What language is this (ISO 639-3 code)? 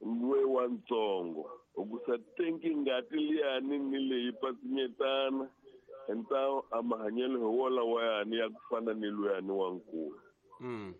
tso